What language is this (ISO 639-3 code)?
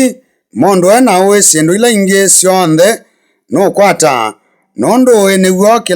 kam